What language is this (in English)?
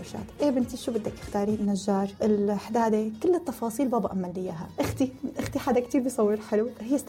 North Levantine Arabic